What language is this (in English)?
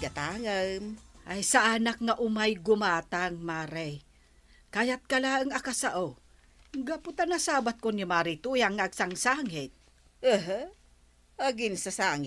Iloko